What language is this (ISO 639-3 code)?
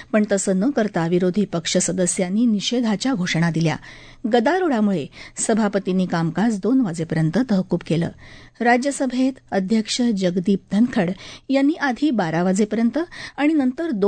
mar